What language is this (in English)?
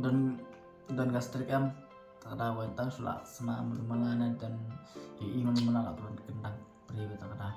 Khasi